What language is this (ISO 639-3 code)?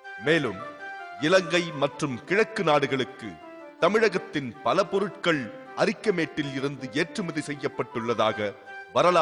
tam